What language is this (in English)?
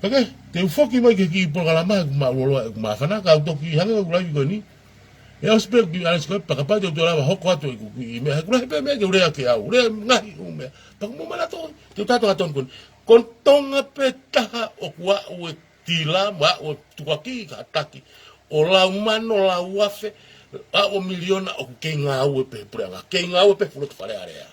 Tongan